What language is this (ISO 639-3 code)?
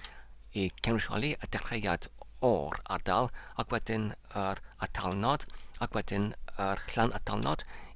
cym